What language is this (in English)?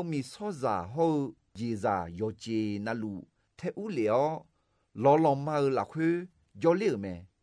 Akha